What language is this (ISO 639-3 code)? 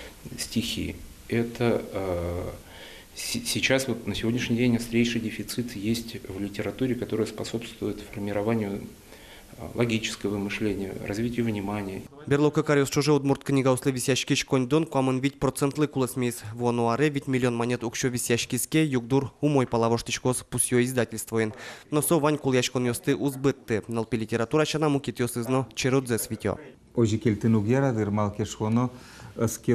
udm